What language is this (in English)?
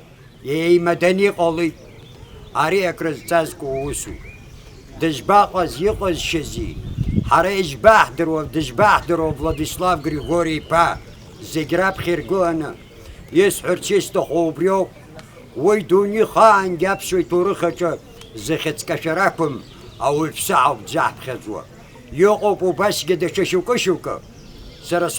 Abkhazian